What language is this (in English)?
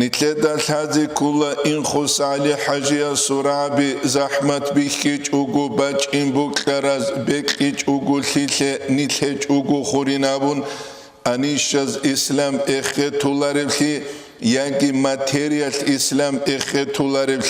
Avaric